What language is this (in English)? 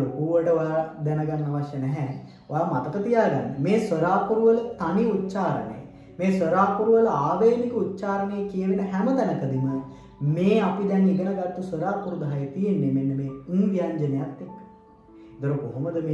Sinhala